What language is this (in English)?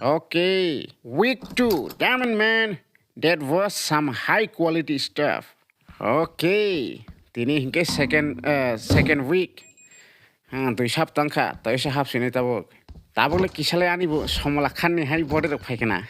Kok Borok